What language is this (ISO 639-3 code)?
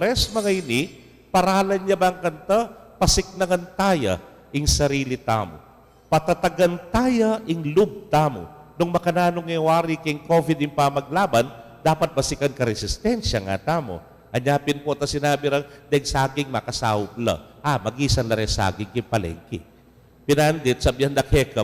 pam